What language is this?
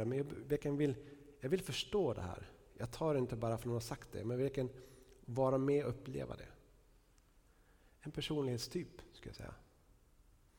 Swedish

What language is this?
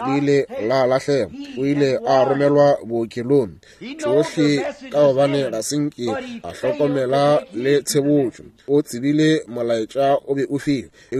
Northern Sotho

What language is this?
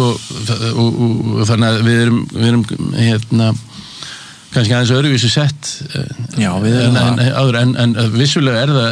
Icelandic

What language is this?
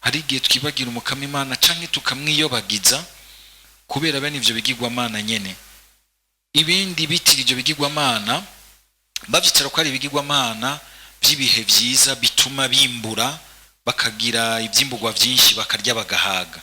Rundi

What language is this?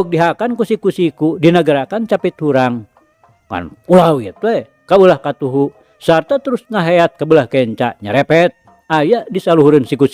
Sundanese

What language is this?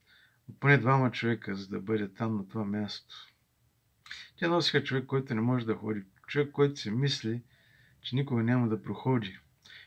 Bulgarian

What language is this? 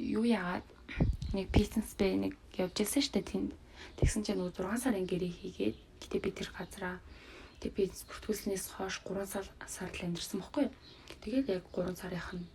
Mongolian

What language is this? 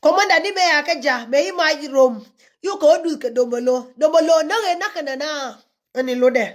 Nuer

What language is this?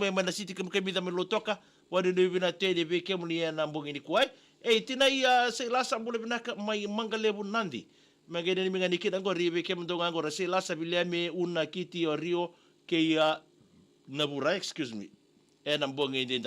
Fijian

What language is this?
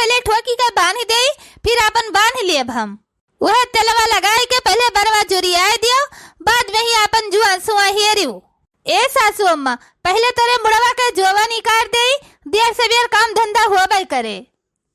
Awadhi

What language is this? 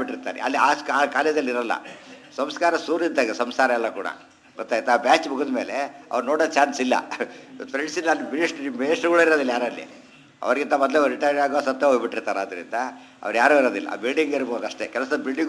Kannada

